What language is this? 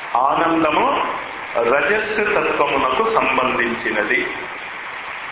Telugu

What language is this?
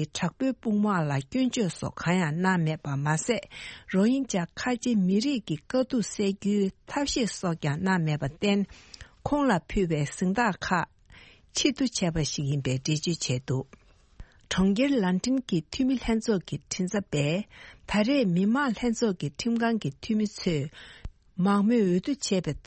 Tibetan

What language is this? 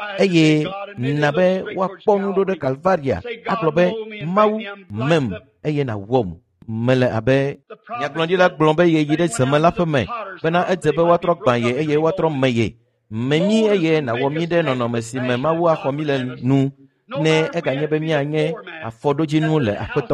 Ewe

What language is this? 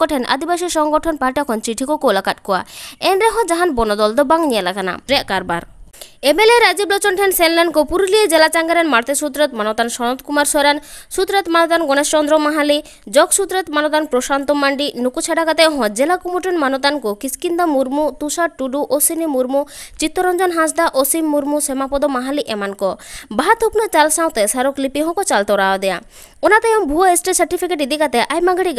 Santali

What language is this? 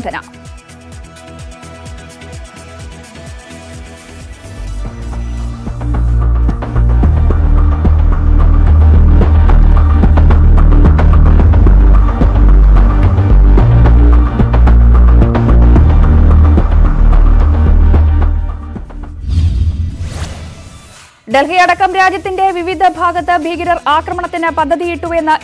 Malayalam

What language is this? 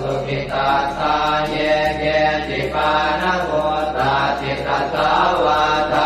Pali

